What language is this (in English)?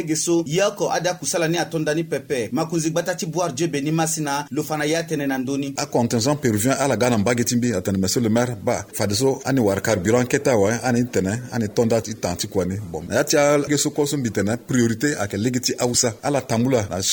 Sango